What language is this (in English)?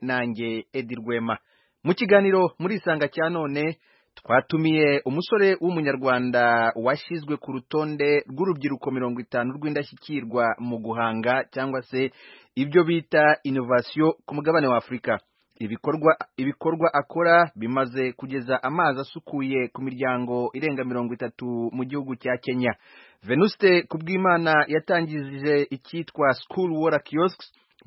Kinyarwanda